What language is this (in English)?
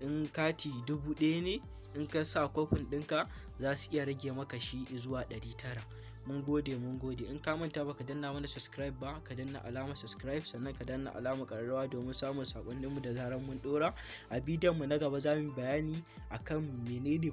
Hausa